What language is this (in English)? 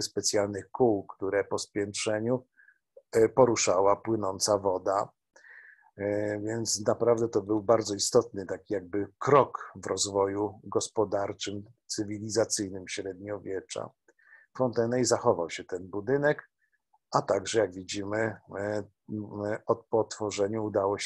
Polish